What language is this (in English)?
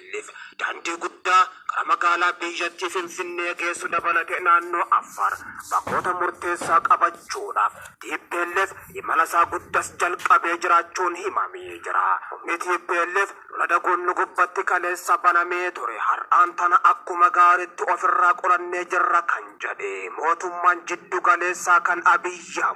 Oromo